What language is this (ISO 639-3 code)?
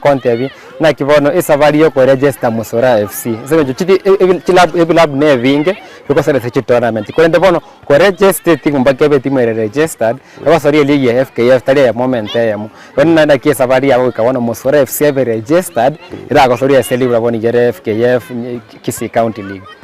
guz